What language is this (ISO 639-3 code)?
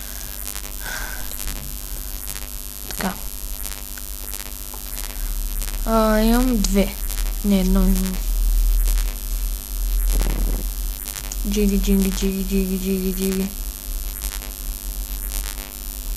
bul